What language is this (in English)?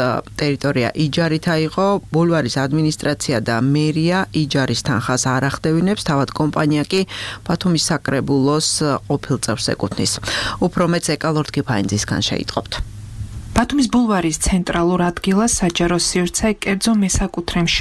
Georgian